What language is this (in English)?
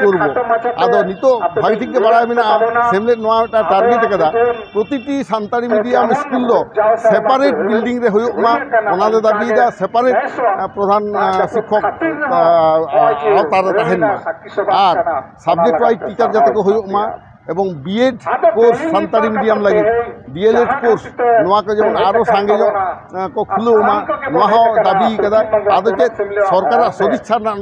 Santali